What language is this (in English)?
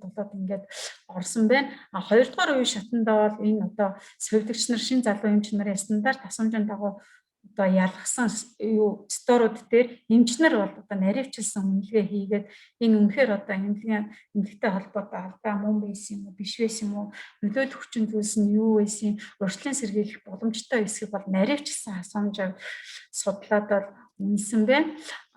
Mongolian